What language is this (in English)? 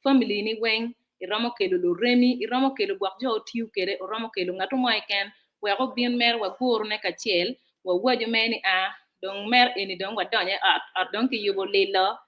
Acoli